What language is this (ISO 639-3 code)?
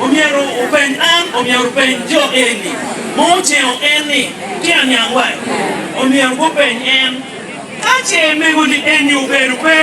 laj